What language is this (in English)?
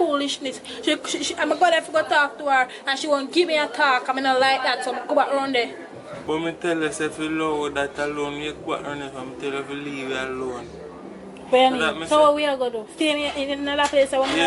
Jamaican Creole English